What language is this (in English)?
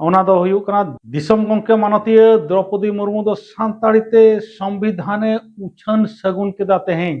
Santali